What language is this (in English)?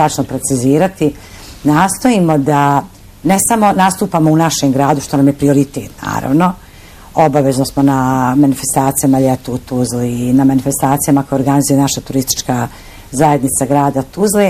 Bosnian